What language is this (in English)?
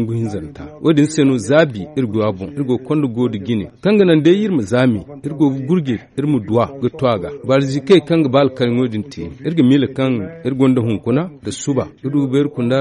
Zarma